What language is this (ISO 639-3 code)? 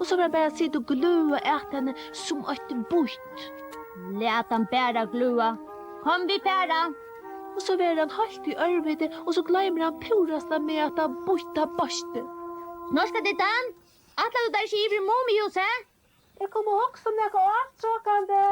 fao